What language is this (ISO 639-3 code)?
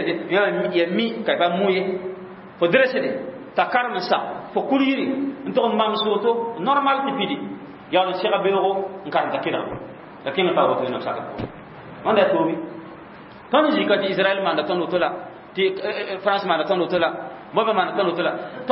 mos